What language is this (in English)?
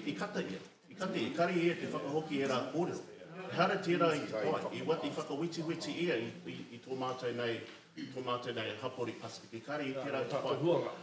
Māori